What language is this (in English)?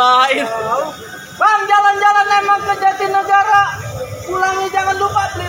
Betawi